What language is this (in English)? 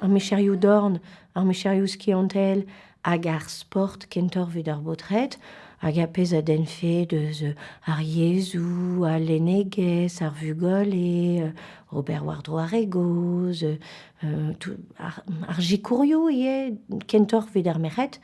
Breton